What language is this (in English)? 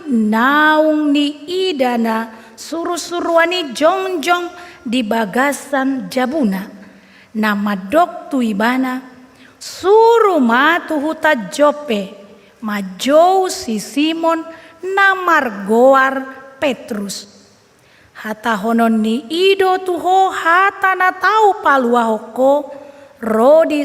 Batak Toba